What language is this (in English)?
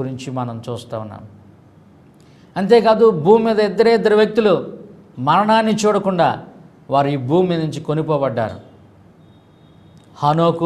Telugu